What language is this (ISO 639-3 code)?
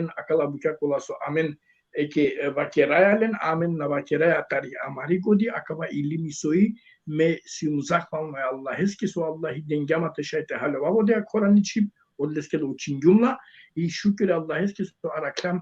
rmn